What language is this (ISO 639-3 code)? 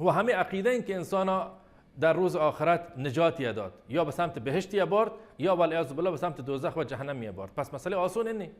bal